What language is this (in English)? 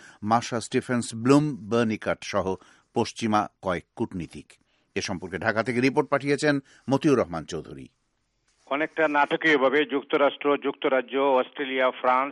Bangla